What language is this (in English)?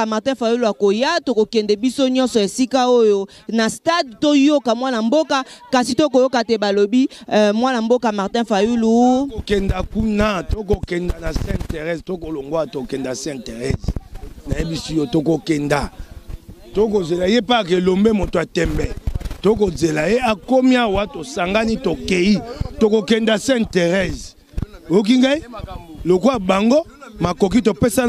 Lingala